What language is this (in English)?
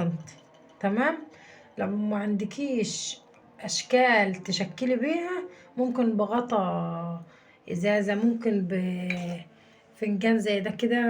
Egyptian Arabic